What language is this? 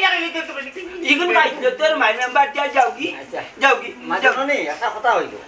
Sylheti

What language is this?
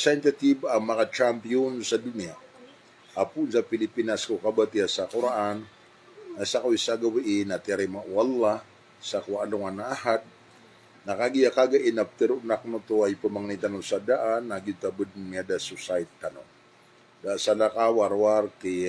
Maranao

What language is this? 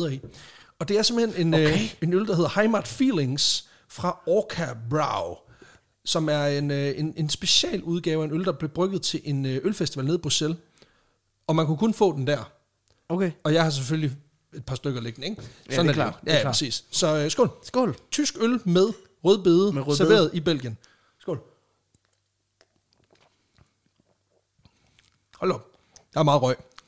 Danish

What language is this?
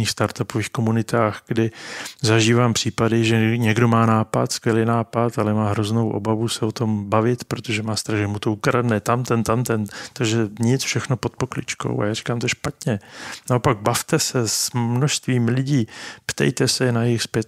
Czech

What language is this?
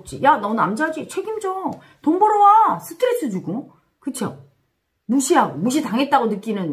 Korean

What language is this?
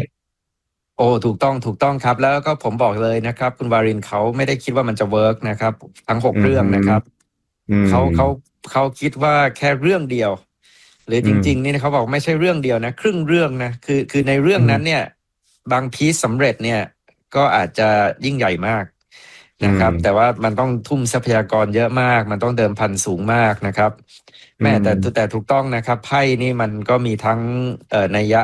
Thai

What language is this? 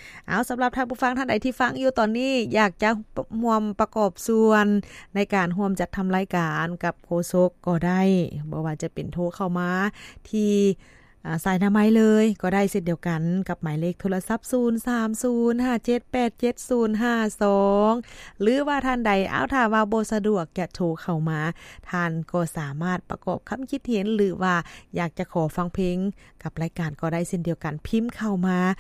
Lao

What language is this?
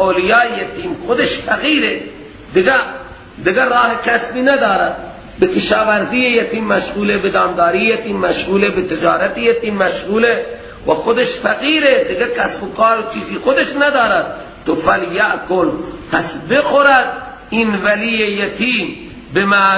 Persian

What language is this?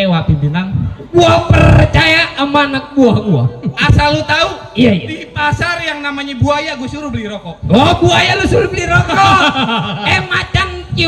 Betawi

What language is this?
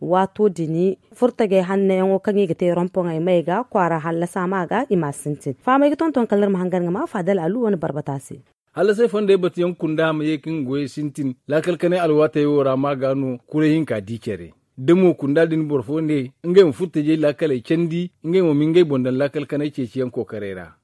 Zarma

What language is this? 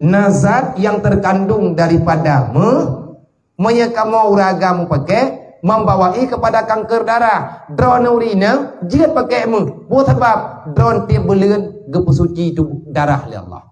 Achinese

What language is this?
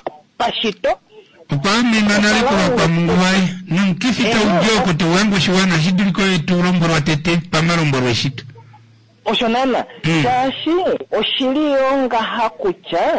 Kuanyama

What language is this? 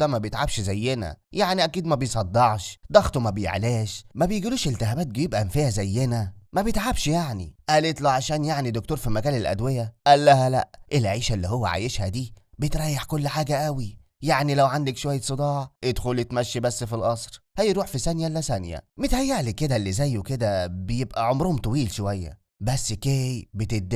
Egyptian Arabic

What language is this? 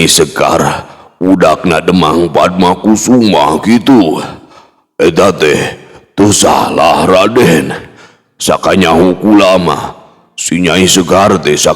Sundanese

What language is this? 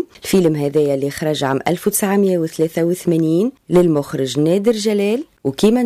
Tunisian Arabic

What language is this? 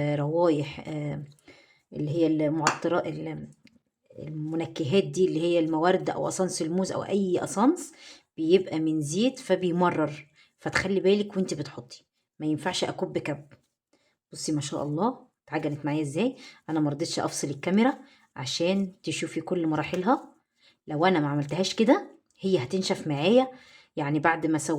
Egyptian Arabic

